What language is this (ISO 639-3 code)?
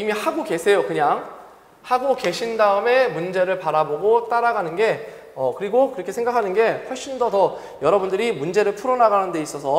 kor